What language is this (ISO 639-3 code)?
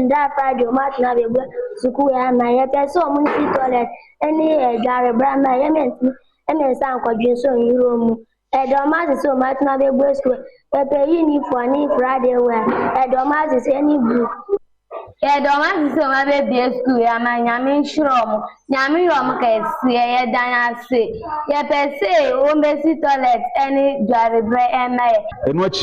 aka